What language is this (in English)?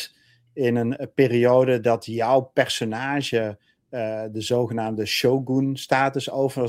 Dutch